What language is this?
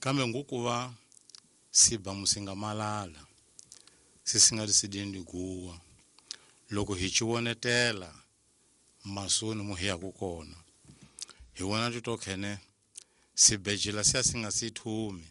Tsonga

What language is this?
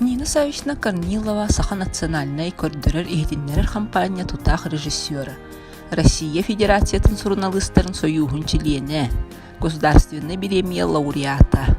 Yakut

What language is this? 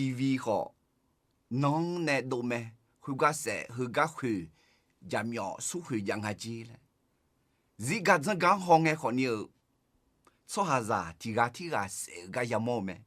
Akha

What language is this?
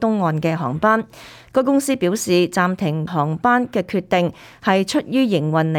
Cantonese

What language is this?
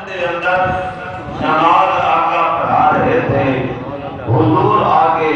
Saraiki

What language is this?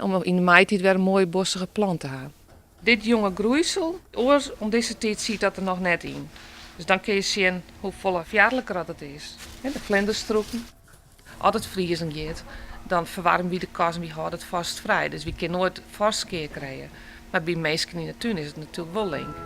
Western Frisian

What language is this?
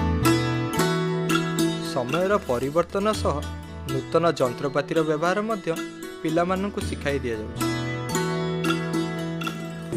Odia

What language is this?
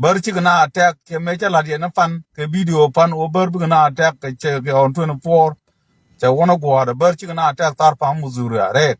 Nuer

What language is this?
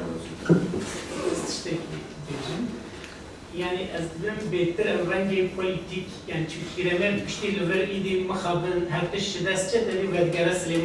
Kurdish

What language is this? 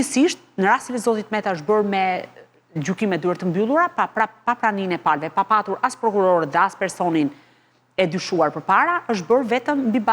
Albanian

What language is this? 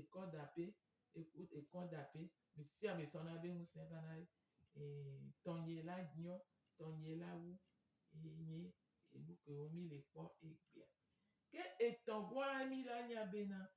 Gen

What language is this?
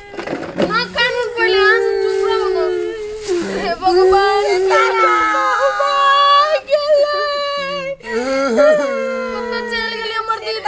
Maithili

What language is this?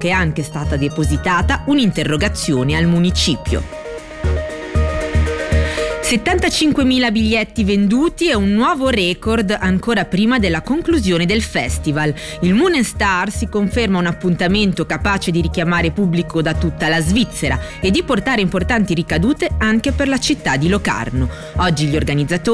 Italian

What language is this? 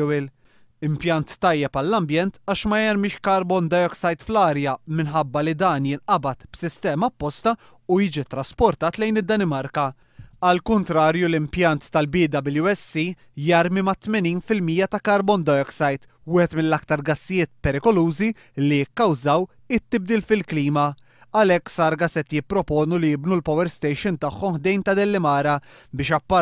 Maltese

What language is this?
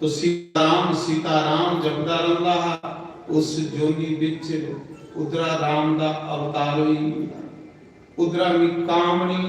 Dogri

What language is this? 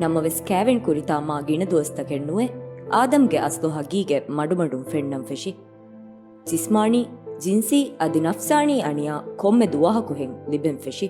Divehi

